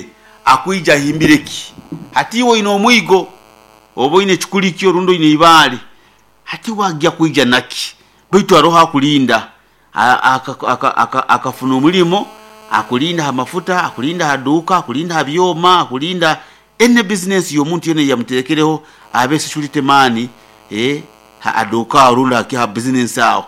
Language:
Nyoro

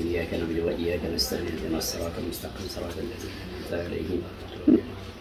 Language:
Arabic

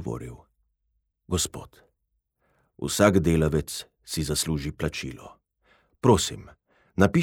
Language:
Slovenian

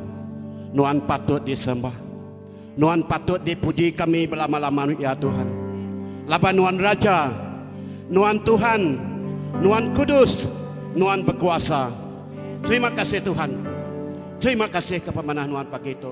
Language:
Iban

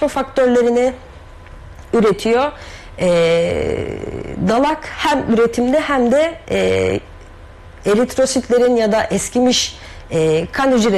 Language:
Turkish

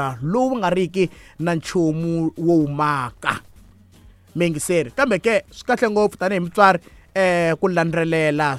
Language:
Tsonga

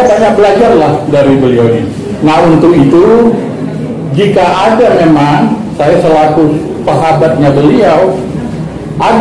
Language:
Batak Angkola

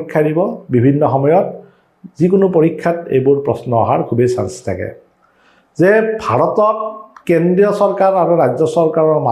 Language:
Assamese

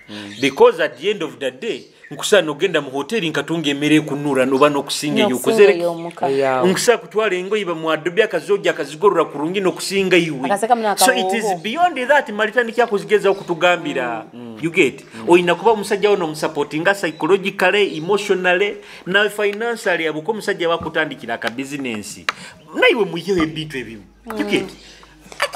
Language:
Nyoro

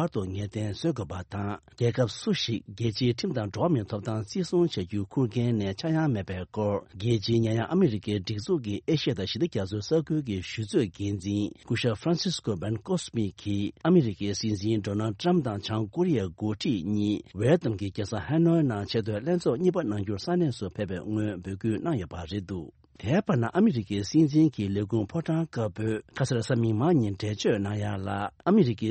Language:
Tibetan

